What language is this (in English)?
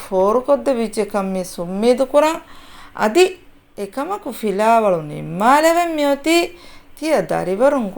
Divehi